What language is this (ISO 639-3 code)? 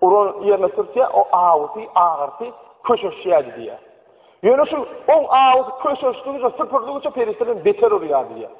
tuk